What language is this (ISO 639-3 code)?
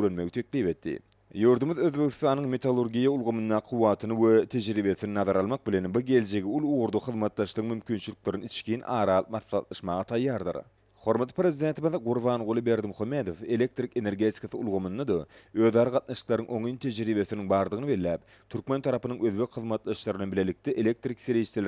tuk